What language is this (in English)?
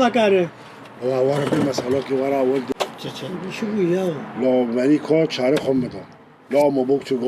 Kurdish